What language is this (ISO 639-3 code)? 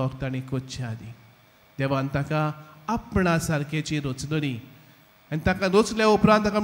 kok